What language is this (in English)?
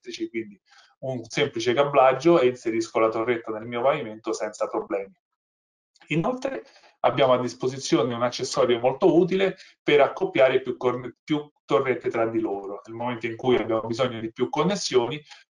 Italian